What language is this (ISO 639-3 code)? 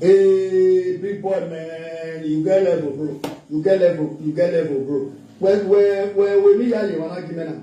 pcm